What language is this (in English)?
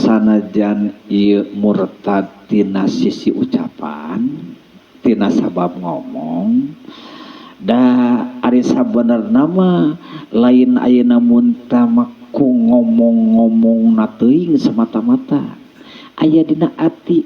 Sundanese